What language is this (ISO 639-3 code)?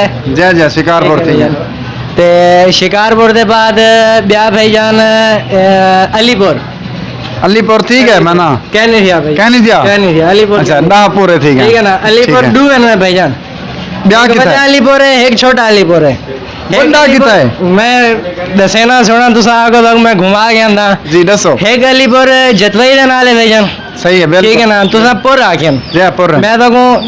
skr